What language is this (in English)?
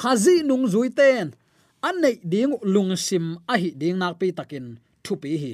Tedim Chin